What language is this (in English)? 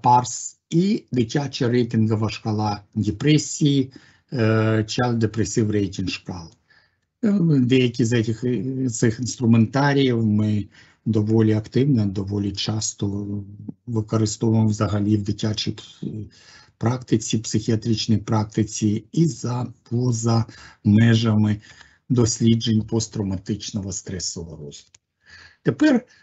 Ukrainian